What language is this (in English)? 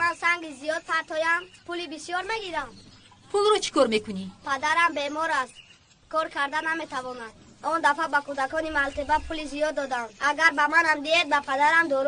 Tajik